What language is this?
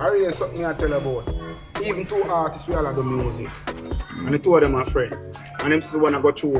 Jamaican Creole English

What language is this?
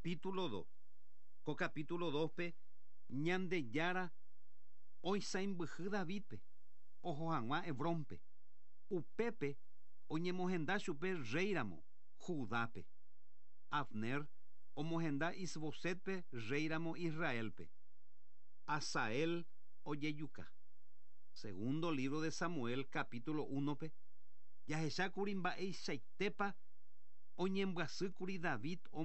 Guarani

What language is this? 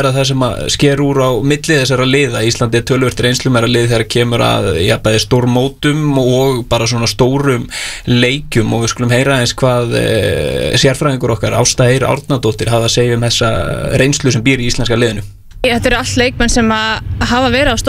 Icelandic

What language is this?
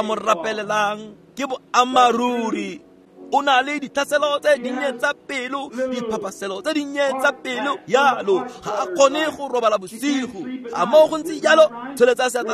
Tswana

